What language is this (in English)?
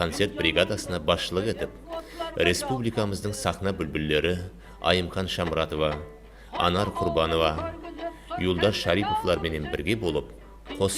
Kara-Kalpak